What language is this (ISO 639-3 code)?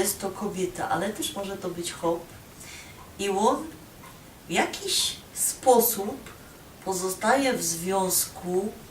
szl